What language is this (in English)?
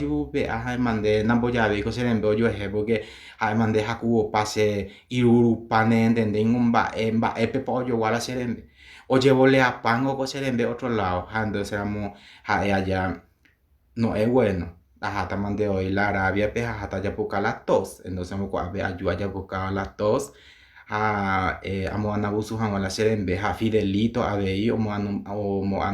Guarani